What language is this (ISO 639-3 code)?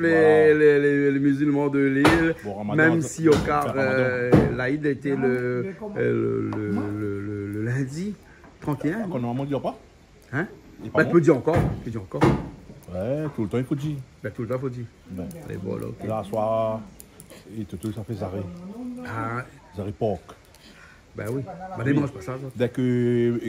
rcf